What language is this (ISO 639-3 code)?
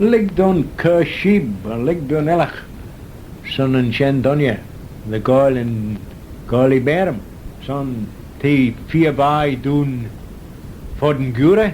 glv